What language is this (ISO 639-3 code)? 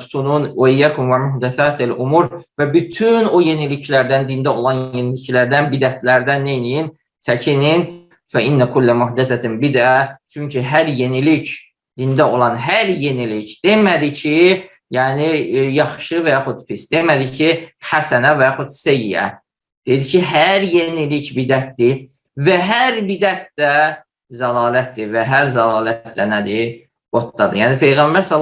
aze